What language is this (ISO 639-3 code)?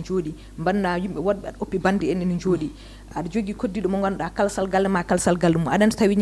ful